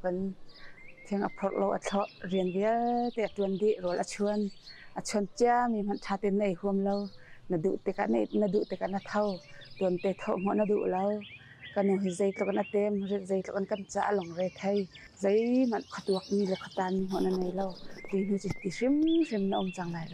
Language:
Hakha Chin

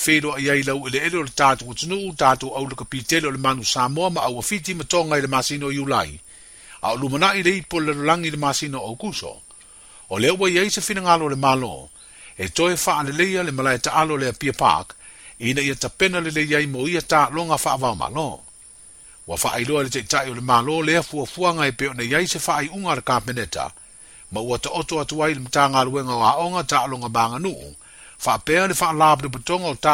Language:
Samoan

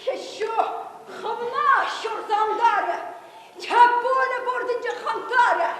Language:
Chuvash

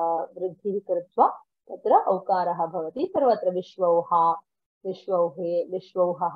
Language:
Sanskrit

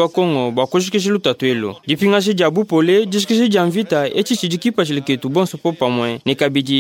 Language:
Luba-Lulua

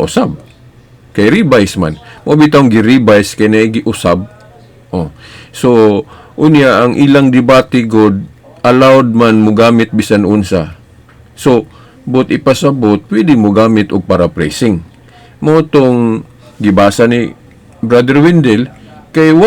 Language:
Cebuano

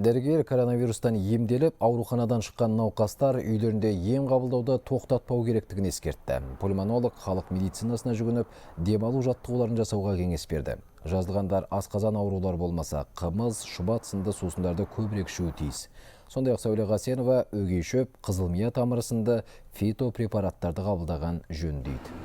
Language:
Kazakh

